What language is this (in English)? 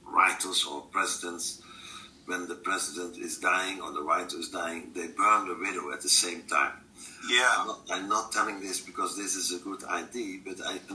English